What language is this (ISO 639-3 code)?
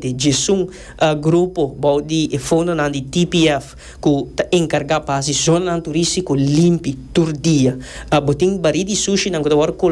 pap